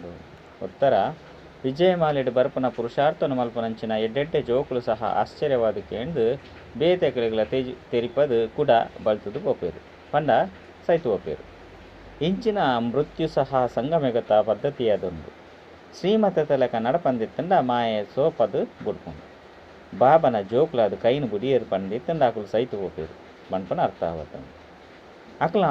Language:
Tulu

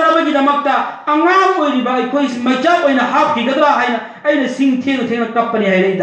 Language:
Manipuri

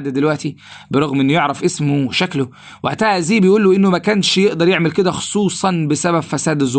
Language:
Egyptian Arabic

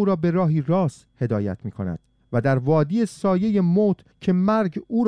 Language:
Persian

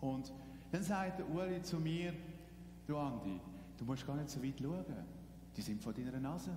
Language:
Swiss German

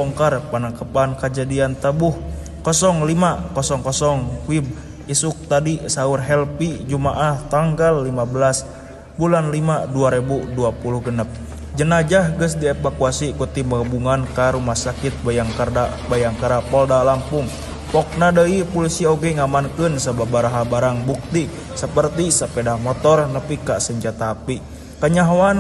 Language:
Sundanese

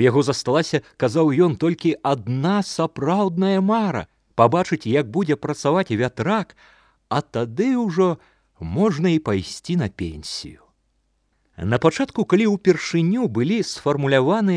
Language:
Belarusian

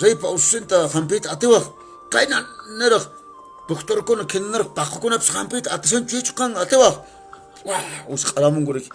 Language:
Quechua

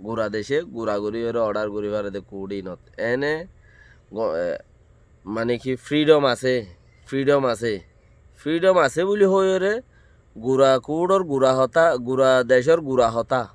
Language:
Rohingya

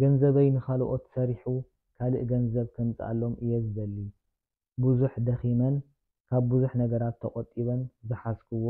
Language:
Tigrinya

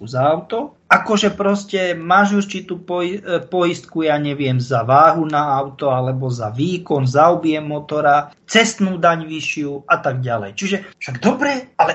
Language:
Slovak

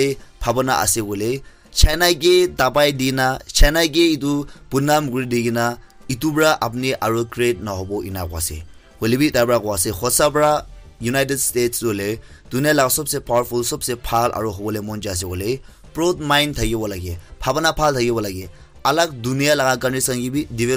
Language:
Naga Pidgin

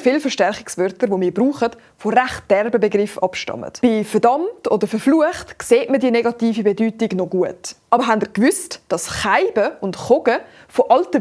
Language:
Swiss German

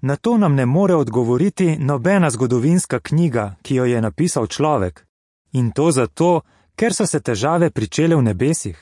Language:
Slovenian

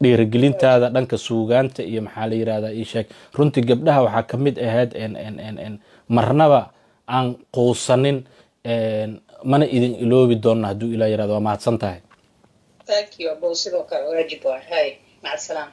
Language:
Somali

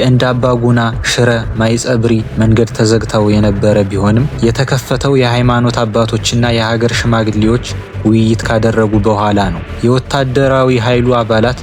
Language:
Amharic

